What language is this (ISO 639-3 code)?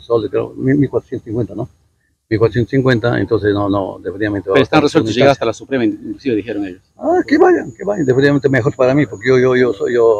spa